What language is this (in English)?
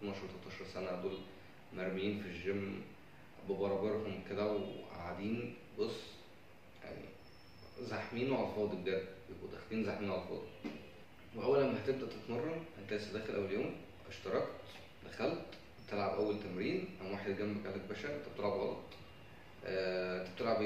Egyptian Arabic